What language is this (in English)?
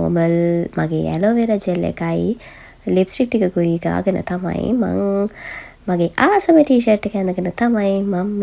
Sinhala